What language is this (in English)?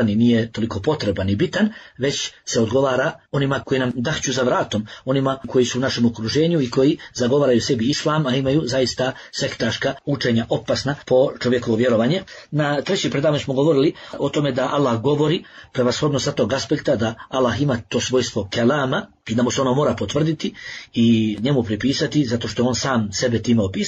Bosnian